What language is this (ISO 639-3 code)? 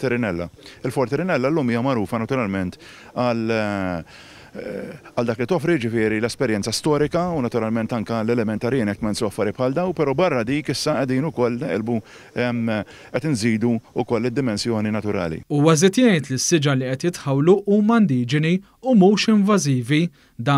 mlt